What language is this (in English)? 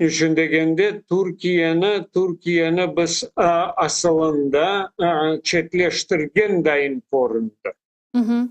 Crimean Tatar